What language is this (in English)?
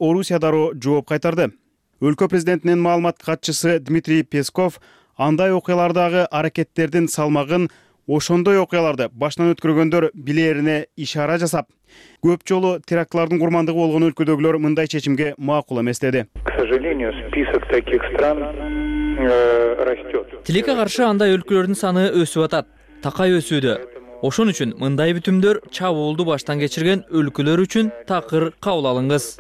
Kyrgyz